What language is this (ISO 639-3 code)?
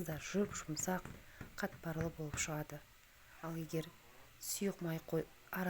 kaz